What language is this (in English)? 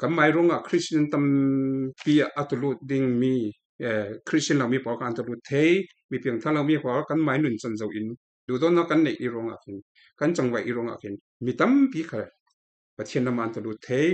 Falam Chin